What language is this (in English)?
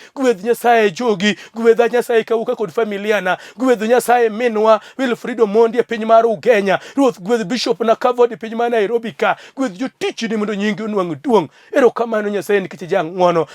Luo (Kenya and Tanzania)